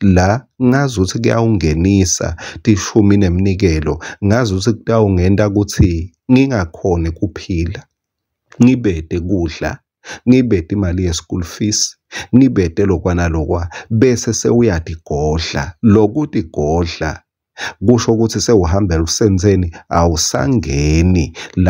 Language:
Swati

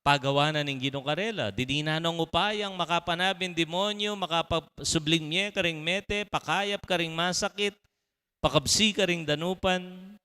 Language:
Pampanga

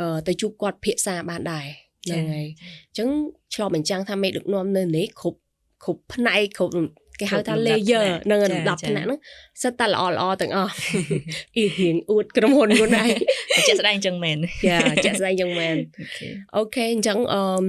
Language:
Khmer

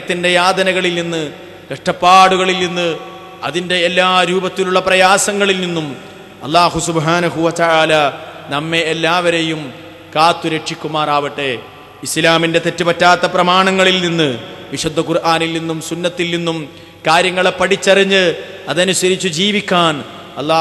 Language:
Malayalam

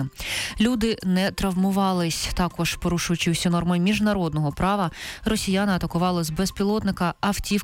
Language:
Ukrainian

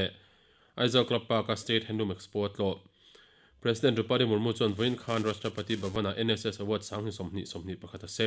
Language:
Mizo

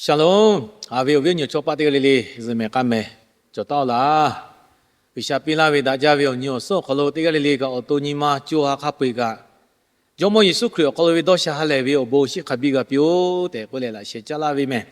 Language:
Lahu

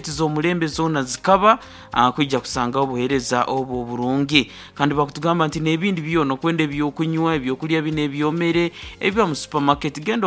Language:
Nyankole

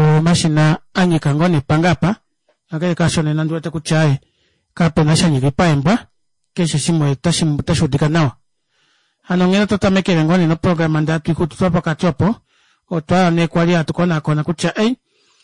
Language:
Kuanyama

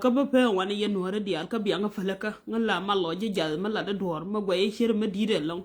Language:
Nuer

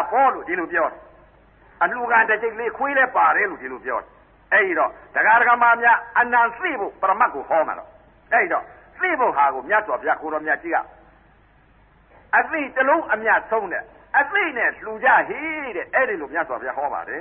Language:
Burmese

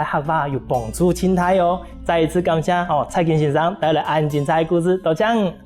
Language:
Hakka Chinese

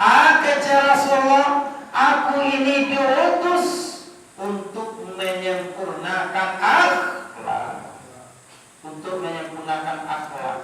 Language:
Minangkabau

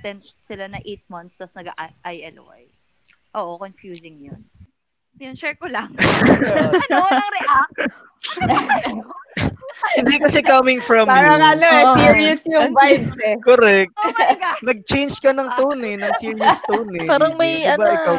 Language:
Filipino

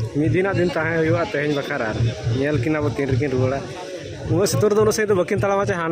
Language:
Santali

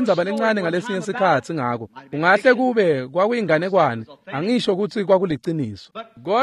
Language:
Swati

